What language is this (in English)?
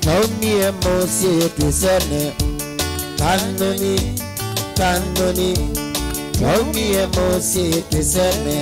Kamba